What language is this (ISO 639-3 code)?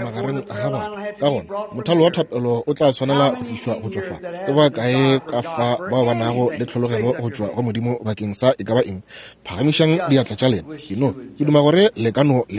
nso